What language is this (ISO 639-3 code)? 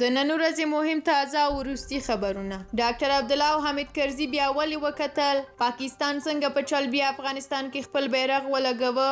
pus